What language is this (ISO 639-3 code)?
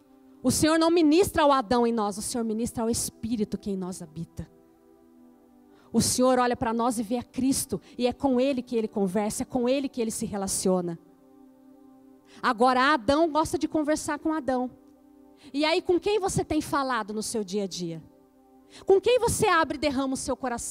por